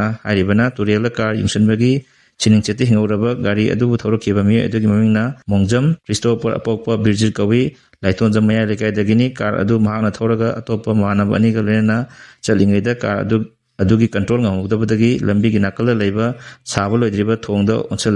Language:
Manipuri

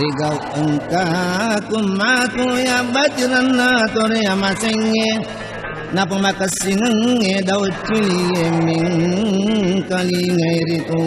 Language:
Buginese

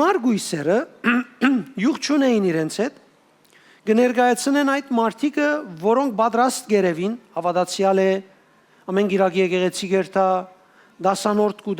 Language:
Western Armenian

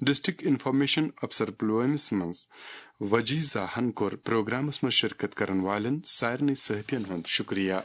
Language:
Kashmiri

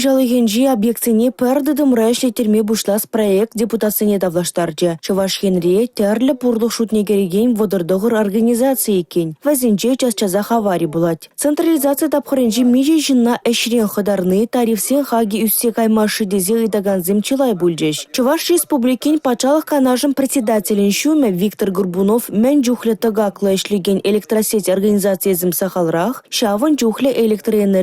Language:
Chuvash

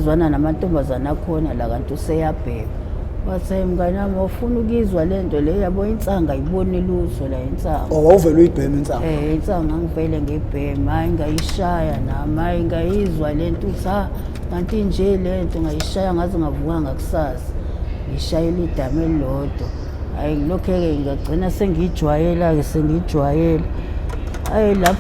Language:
Zulu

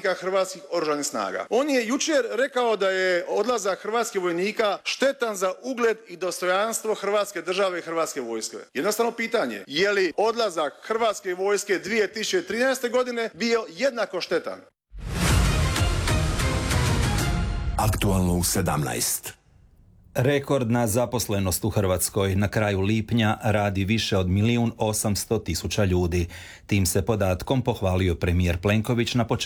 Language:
Croatian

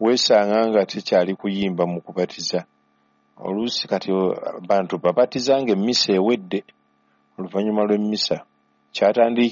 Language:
Ganda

